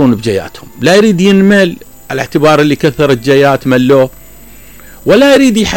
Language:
Mesopotamian Arabic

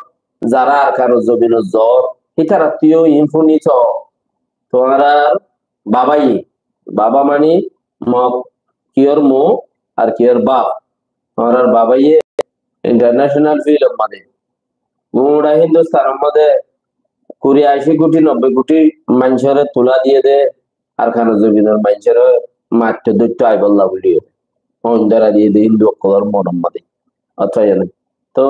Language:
Rohingya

